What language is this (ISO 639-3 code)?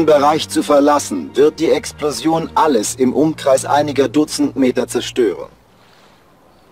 deu